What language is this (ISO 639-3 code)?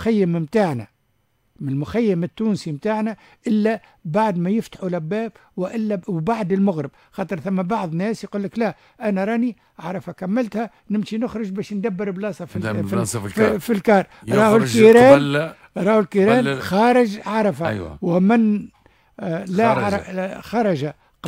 aeb